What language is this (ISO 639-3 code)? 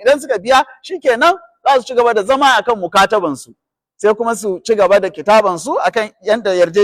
hau